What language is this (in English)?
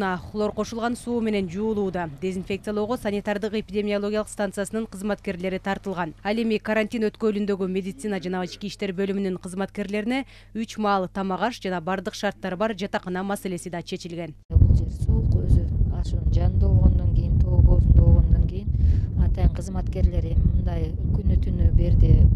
Kyrgyz